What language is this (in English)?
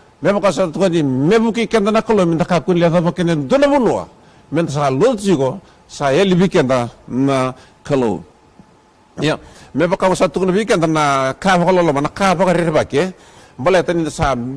Fijian